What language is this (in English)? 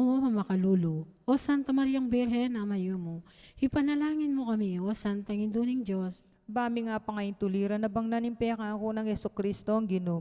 Pampanga